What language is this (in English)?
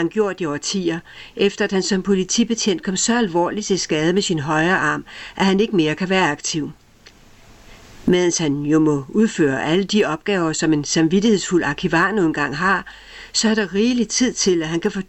Danish